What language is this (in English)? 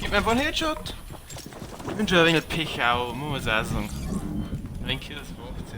Bavarian